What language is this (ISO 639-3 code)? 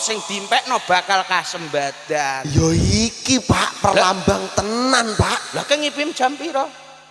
jav